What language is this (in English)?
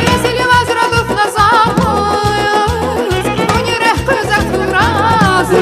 Tabassaran